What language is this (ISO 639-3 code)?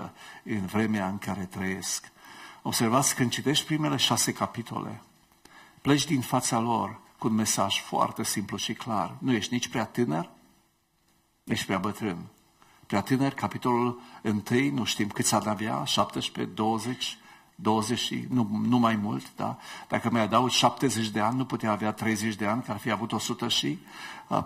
ron